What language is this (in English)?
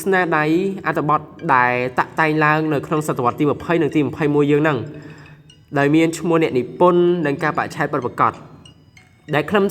Khmer